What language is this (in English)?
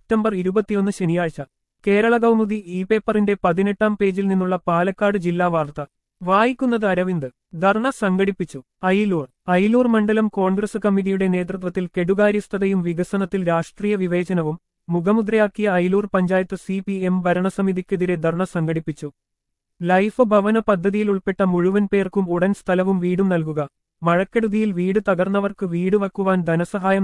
Malayalam